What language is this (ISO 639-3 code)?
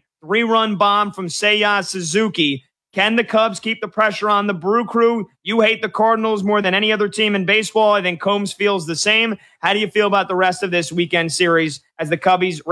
eng